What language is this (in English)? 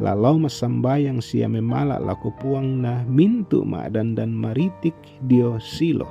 Toraja-Sa'dan